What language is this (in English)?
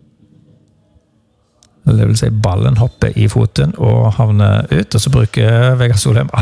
Norwegian